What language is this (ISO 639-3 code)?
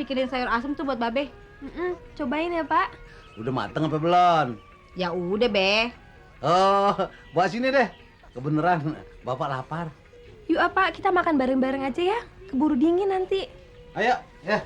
bew